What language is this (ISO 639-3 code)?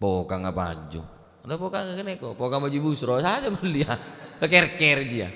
mad